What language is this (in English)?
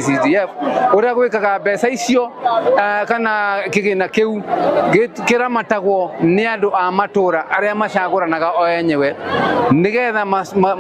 Kikuyu